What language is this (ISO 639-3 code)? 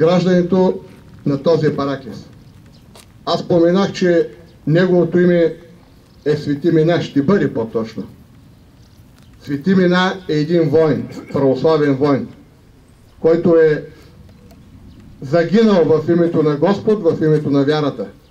bul